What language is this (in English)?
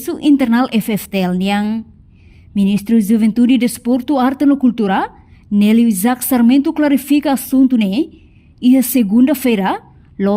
Tetum